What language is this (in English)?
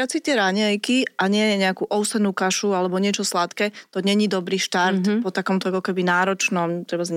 Slovak